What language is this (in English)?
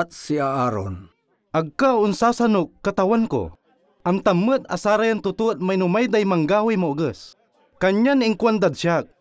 Pangasinan